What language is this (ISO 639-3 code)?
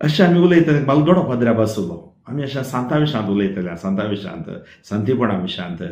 kok